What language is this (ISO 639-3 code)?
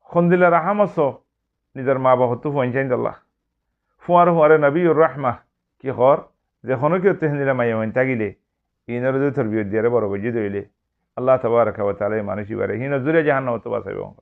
rhg